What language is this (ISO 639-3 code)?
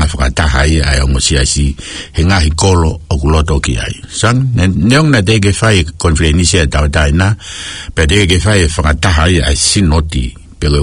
ton